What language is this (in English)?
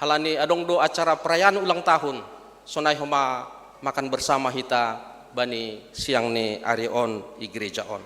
Batak Simalungun